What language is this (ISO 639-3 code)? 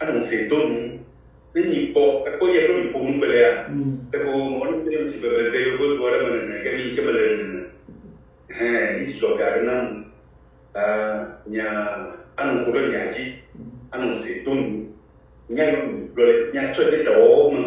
ewe